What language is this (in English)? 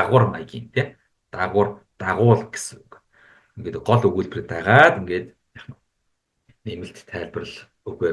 Mongolian